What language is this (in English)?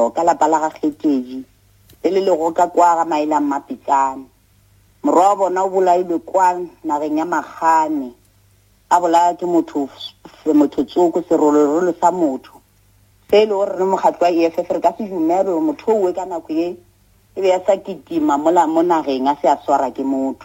Northern Sotho